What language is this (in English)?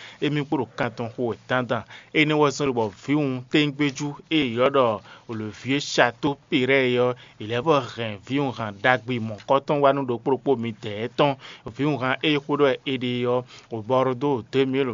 Fon